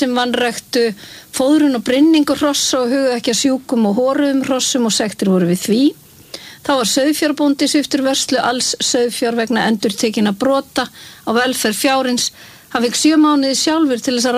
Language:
Icelandic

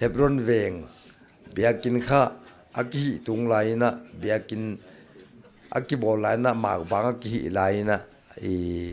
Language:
Paite Chin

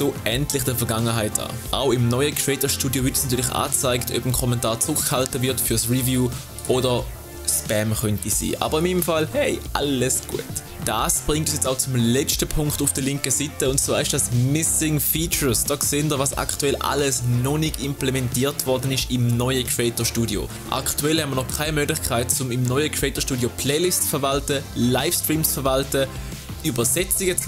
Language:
Swiss German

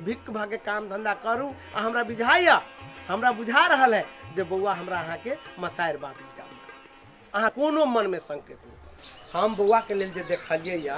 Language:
Maithili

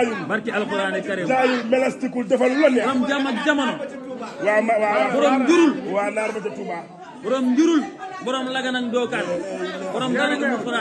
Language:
Wolof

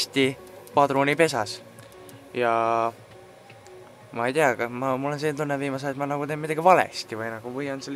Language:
Estonian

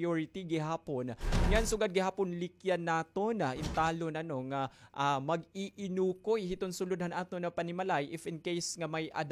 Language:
Waray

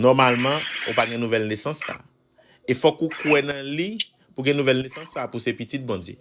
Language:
Haitian Creole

